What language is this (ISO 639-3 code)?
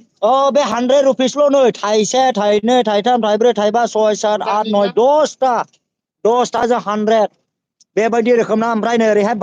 brx